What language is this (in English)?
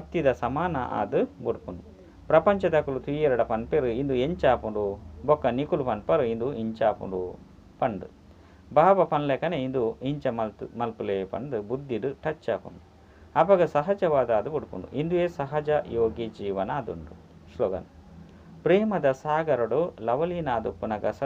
Tulu